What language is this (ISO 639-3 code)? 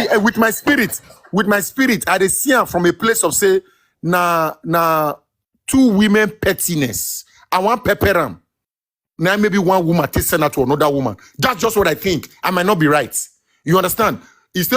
pcm